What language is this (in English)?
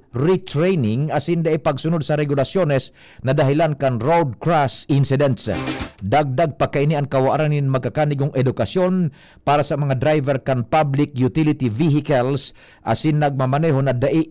Bikol